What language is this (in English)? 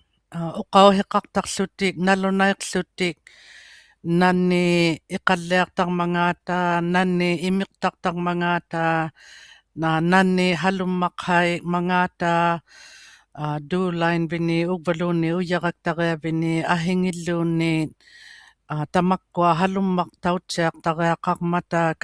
Inuktitut